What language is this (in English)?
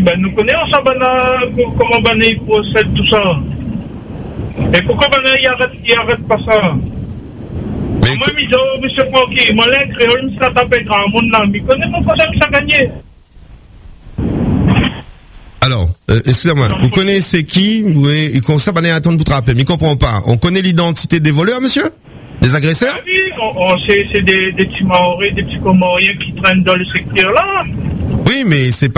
French